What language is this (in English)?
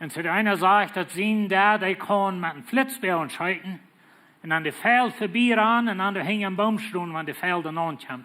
Plautdietsch